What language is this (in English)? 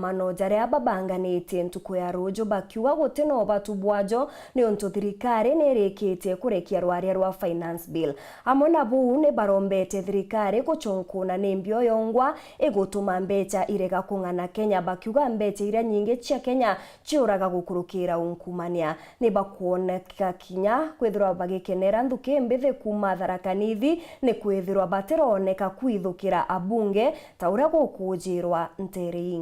Meru